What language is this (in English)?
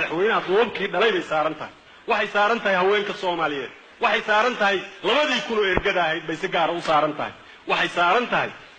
Somali